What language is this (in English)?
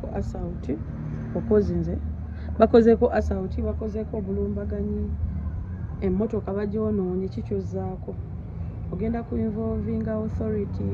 Ganda